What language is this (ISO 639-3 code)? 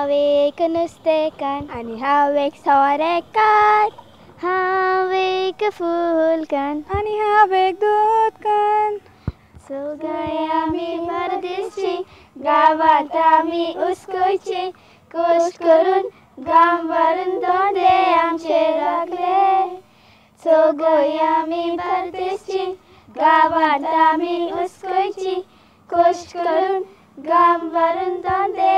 kok